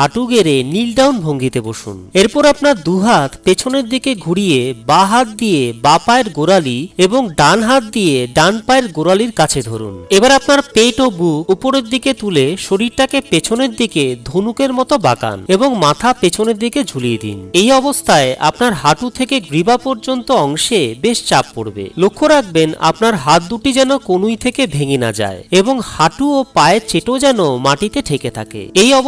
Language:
Bangla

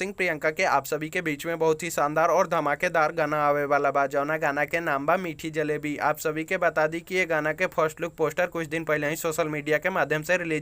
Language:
Bhojpuri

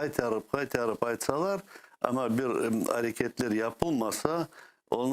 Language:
Crimean Tatar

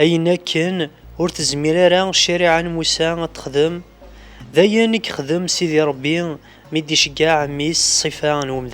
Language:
Kabyle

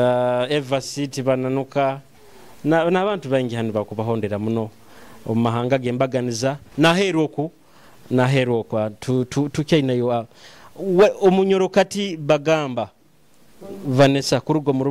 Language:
Nyoro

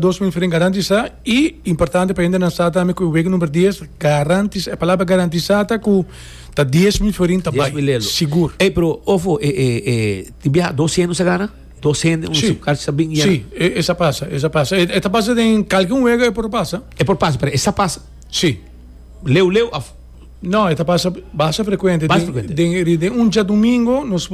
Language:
Papiamento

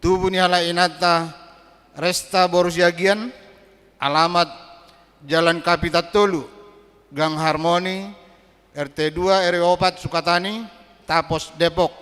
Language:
Batak Toba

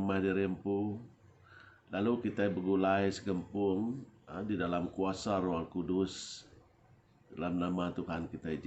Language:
Iban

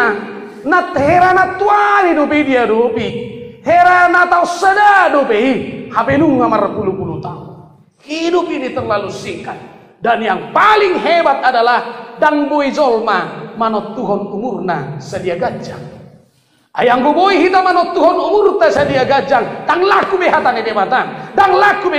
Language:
Batak Toba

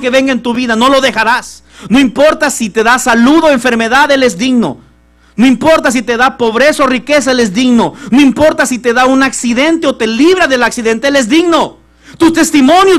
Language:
Spanish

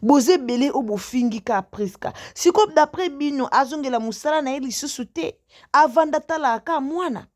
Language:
Lingala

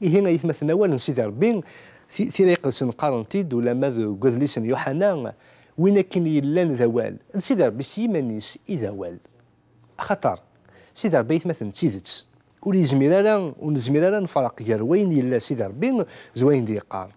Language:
Kabyle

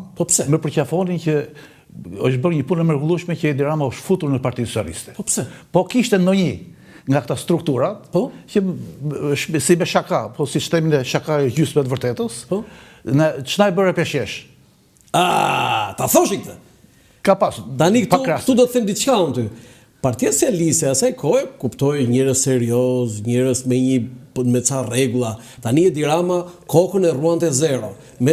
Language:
Albanian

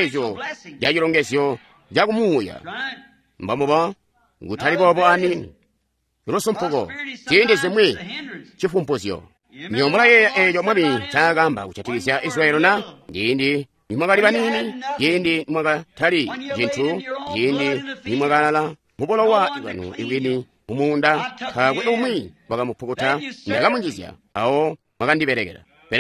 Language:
Tonga (Zambia)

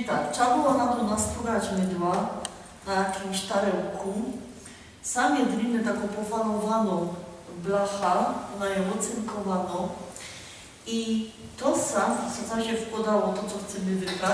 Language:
Silesian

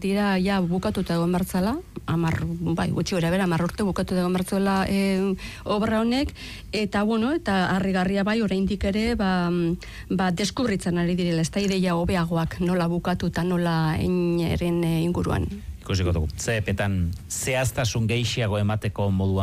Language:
Basque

